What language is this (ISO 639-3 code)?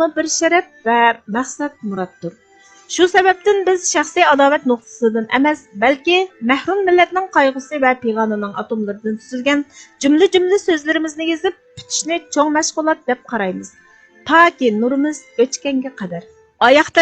uig